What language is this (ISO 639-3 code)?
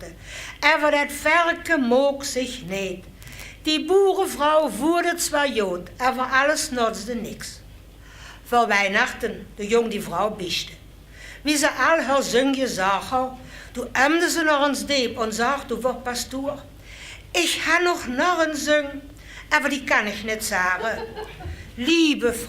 lim